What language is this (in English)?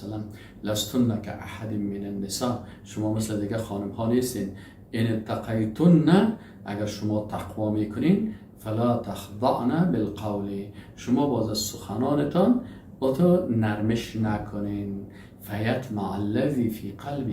Persian